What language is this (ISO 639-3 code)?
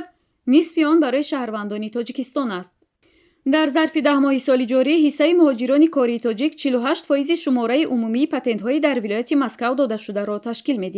tgk